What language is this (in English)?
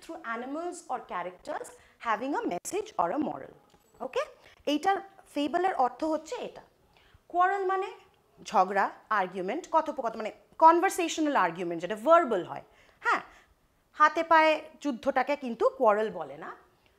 Bangla